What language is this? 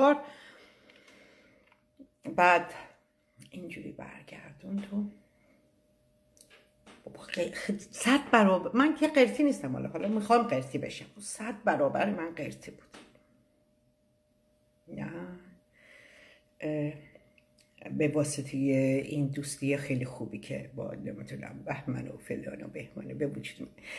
Persian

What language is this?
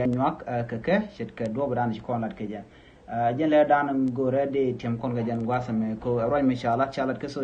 Nuer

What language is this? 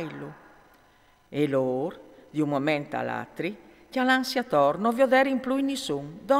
Friulian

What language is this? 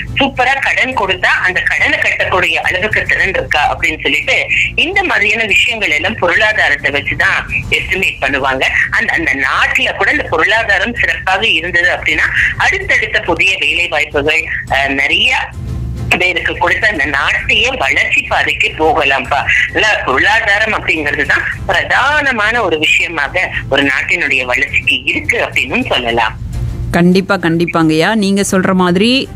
Tamil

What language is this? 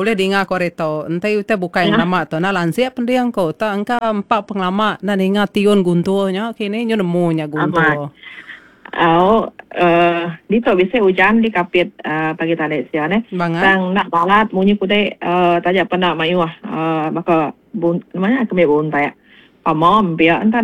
Iban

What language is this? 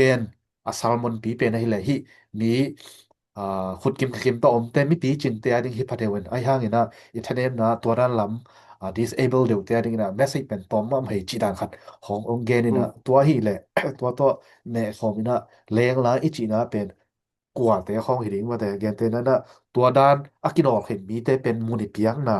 Tedim Chin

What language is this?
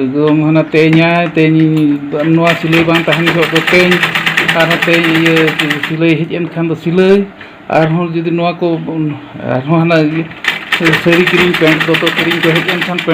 Santali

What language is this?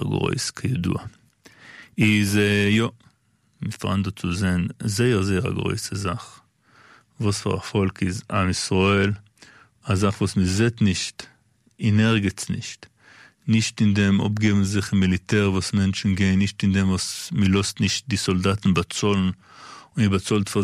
Yiddish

